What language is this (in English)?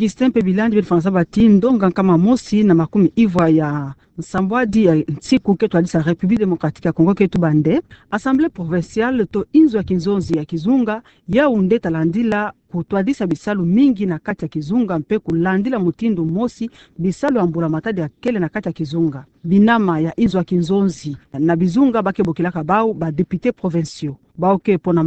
Kituba (Democratic Republic of Congo)